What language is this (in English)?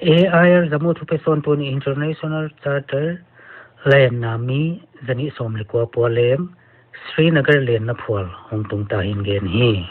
Paite Chin